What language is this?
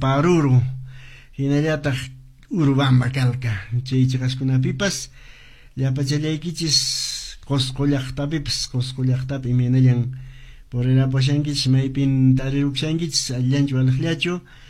Quechua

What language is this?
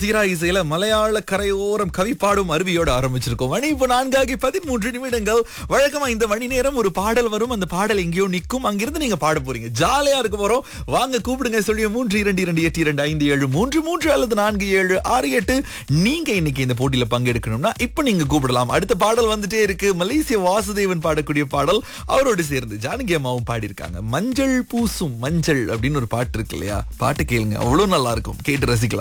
Tamil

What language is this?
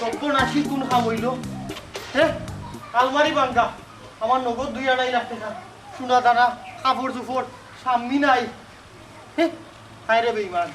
Sylheti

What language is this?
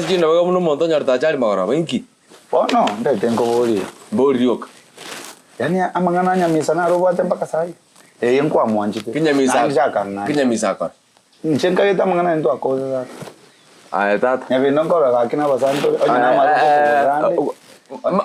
Gusii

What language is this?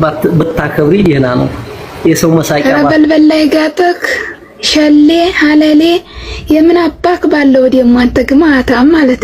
Amharic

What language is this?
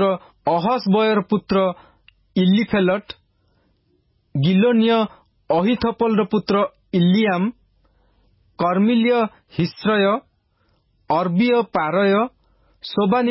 Odia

